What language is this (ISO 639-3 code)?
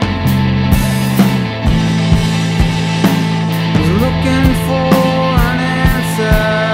eng